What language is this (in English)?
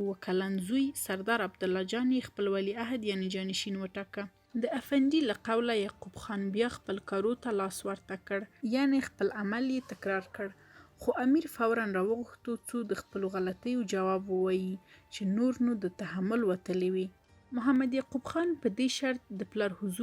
Pashto